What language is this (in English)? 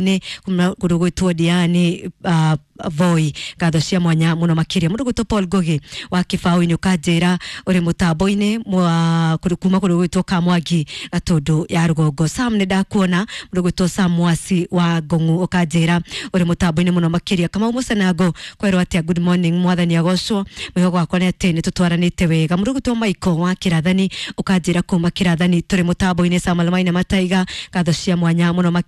Kikuyu